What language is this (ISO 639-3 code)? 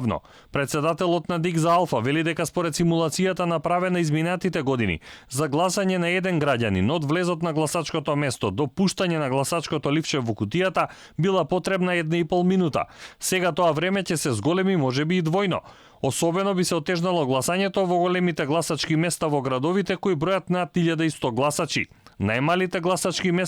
mkd